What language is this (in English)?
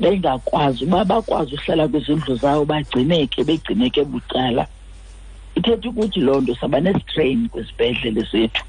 Xhosa